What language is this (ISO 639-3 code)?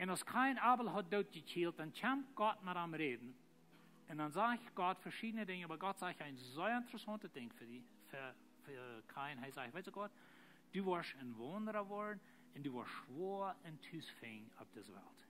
pdt